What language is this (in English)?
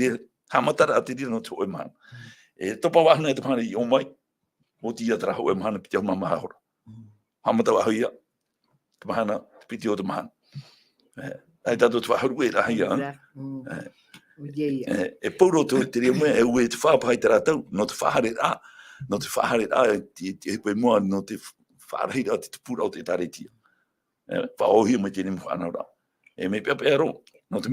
Tahitian